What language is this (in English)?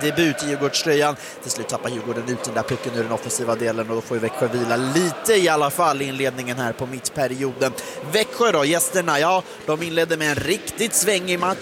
Swedish